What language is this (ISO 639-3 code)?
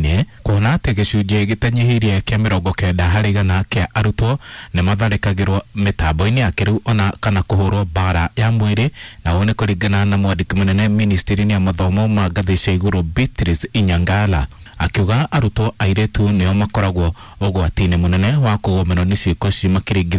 kik